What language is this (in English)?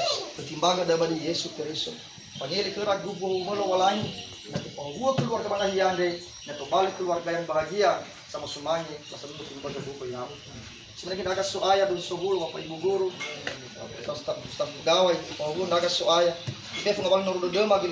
Nias